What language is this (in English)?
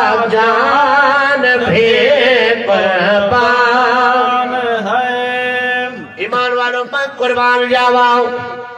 Saraiki